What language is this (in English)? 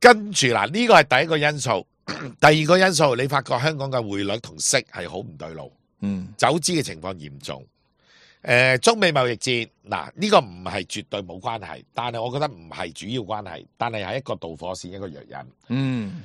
Cantonese